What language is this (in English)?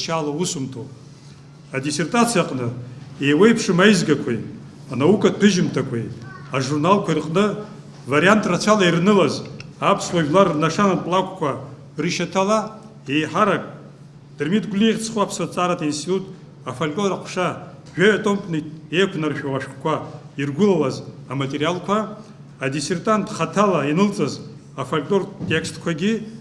Abkhazian